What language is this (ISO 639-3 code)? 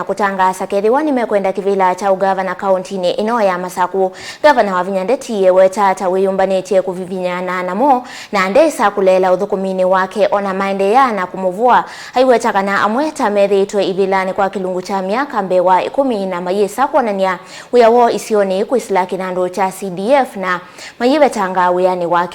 kam